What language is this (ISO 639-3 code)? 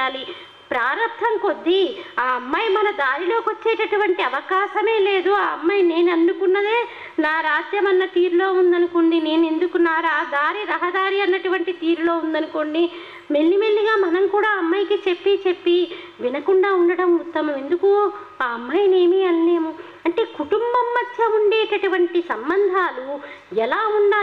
tel